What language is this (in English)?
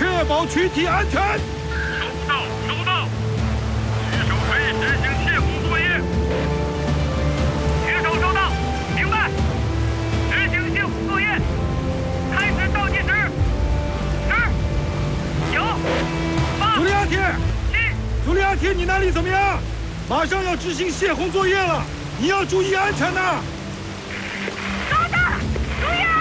Chinese